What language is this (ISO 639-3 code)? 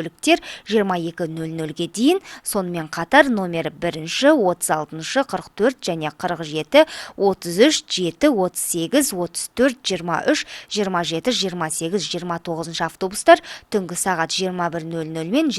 kaz